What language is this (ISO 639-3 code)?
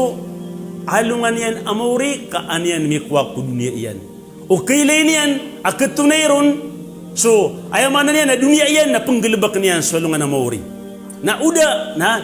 mrw